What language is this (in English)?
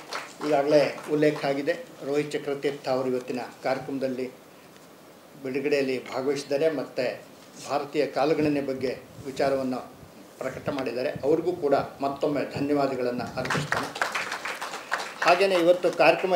Kannada